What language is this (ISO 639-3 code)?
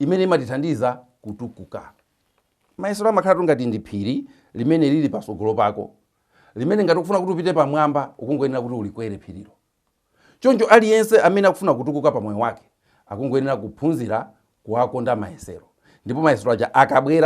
nya